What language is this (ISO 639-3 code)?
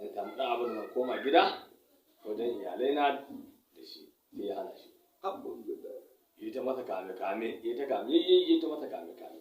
hau